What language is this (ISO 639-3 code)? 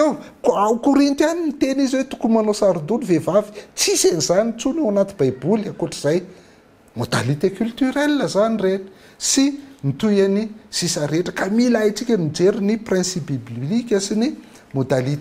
mlg